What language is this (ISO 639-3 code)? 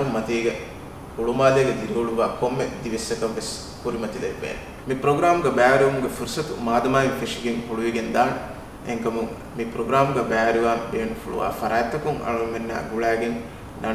div